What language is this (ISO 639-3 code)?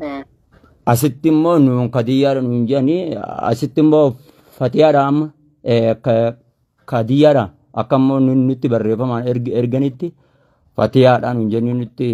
orm